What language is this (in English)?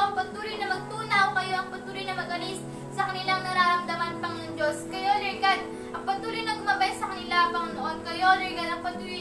Filipino